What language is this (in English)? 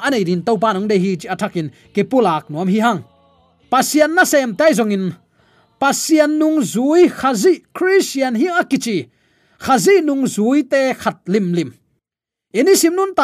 Tedim Chin